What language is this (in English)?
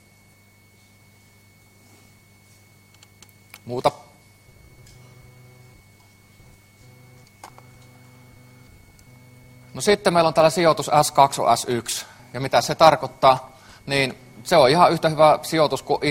Finnish